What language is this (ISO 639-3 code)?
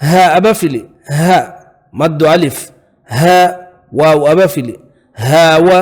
div